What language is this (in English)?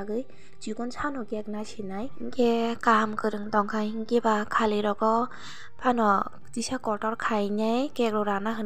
Kok Borok